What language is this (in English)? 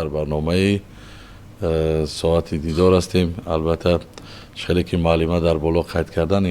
Tajik